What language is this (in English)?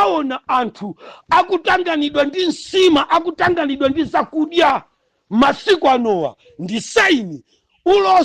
Nyanja